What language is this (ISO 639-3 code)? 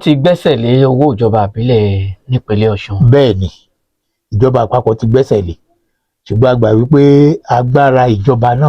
yor